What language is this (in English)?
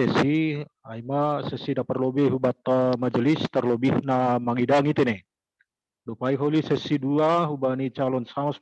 Batak Simalungun